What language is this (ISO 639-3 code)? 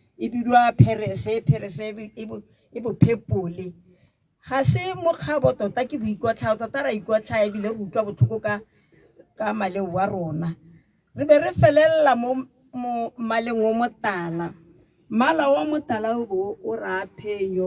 tsn